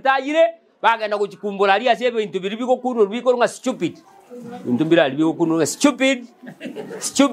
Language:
Gusii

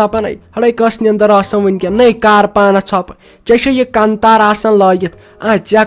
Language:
Kashmiri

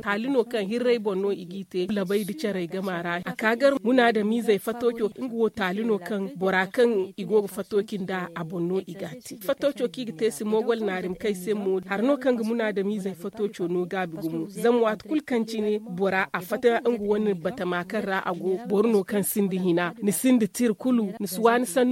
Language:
Zarma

